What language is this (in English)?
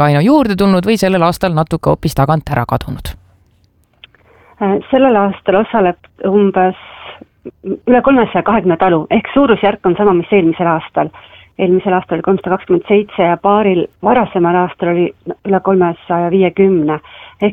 Estonian